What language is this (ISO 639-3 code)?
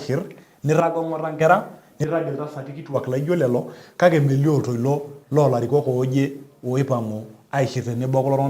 mas